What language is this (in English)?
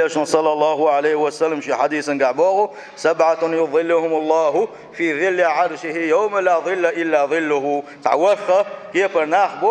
Chechen